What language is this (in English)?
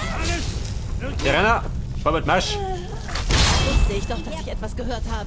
Bavarian